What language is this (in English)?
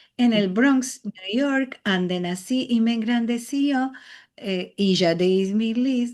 Ladino